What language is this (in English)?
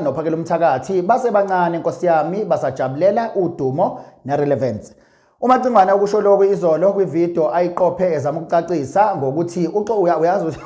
Zulu